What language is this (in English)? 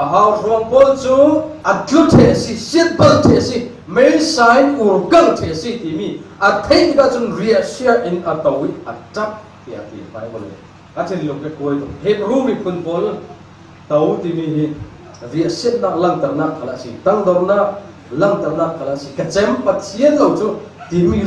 Falam Chin